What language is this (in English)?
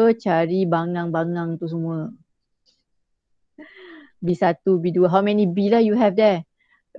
Malay